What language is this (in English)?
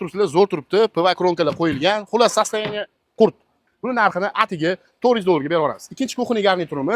Uzbek